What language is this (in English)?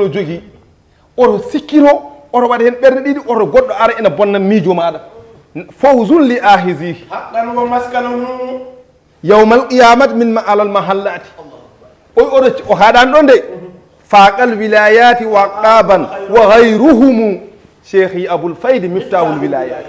Fula